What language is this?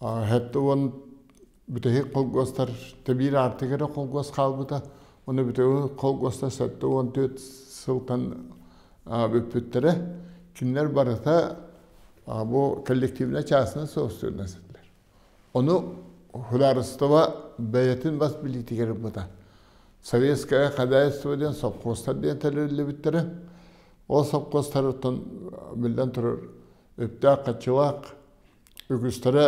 Yakut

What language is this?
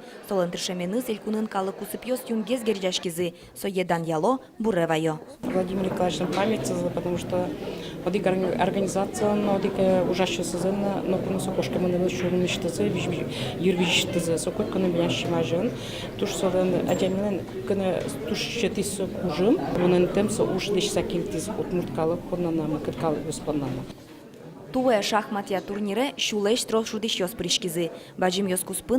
Udmurt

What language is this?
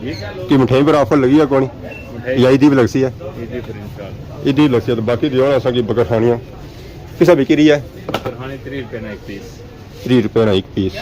Pahari-Potwari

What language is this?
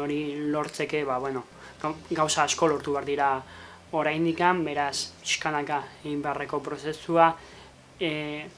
Basque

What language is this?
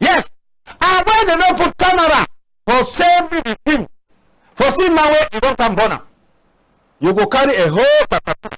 Cameroon Pidgin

